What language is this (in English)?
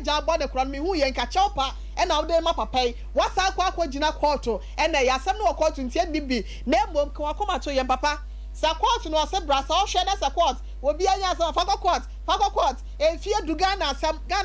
Akan